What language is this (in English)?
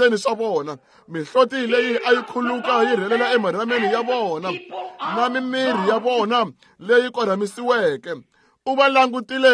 Tsonga